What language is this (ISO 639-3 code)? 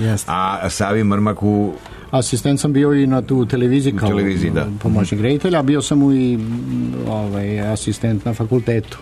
srp